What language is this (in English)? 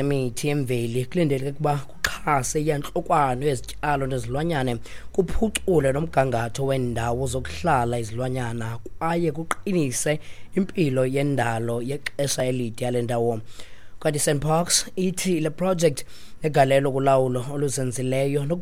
Xhosa